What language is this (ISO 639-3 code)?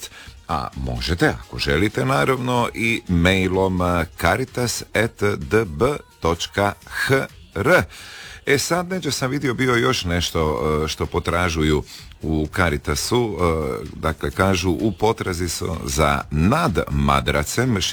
hrv